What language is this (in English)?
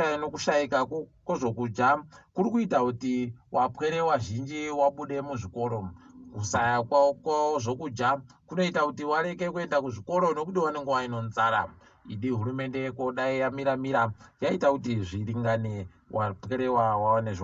Ndau